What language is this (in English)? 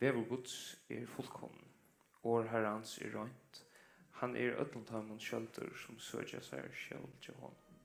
Faroese